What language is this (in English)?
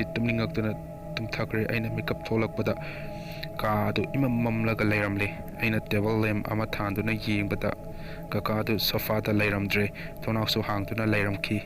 Manipuri